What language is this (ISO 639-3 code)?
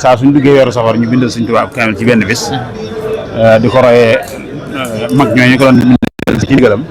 wol